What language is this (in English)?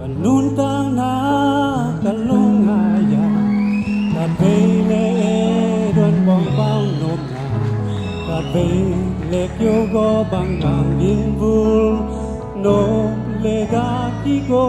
Tedim Chin